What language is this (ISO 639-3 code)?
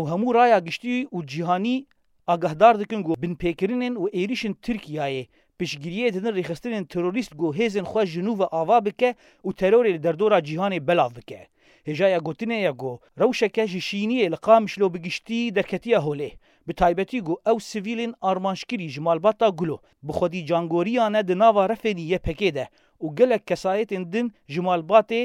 kur